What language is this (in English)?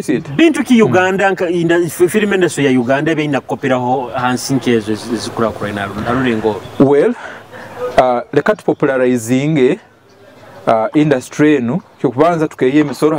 Nyoro